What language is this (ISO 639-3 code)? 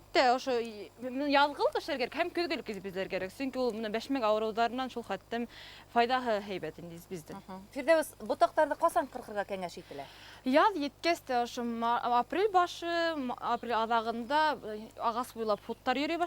bak